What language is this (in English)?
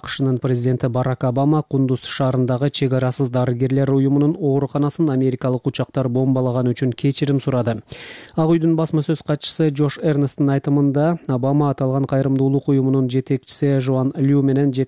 Kyrgyz